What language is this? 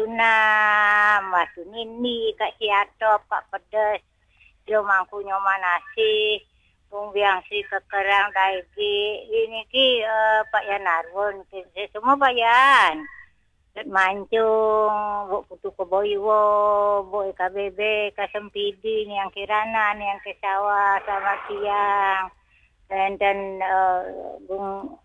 Balinese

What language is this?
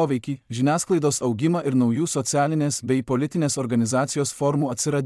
Lithuanian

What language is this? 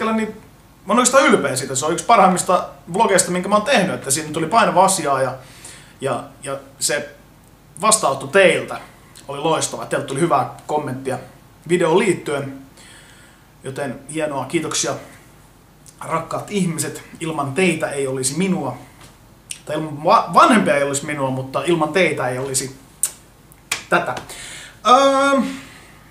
Finnish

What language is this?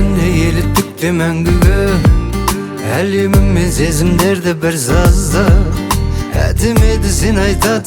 Kazakh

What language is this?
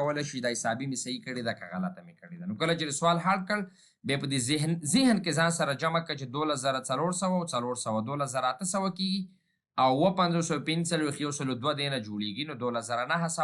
Pashto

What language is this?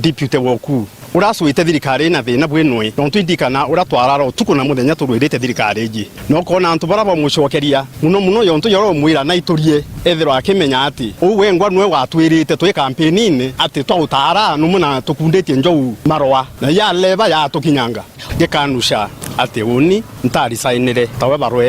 Meru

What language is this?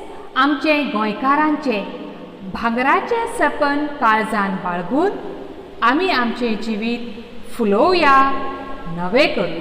Konkani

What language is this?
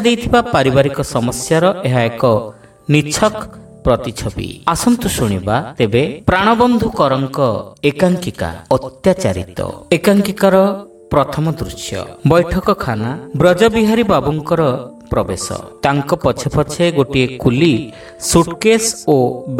Odia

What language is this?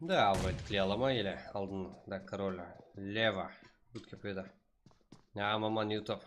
Kara-Kalpak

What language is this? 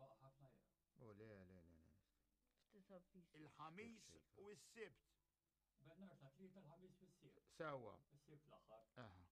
Maltese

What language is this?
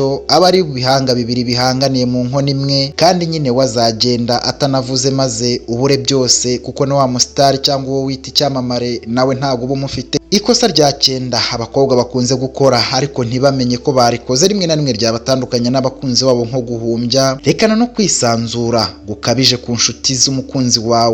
Kinyarwanda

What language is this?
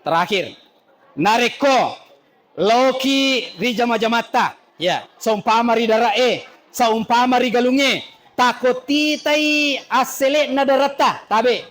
Buginese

